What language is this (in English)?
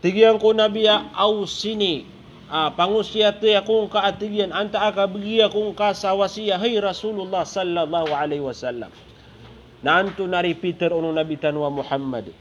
Maranao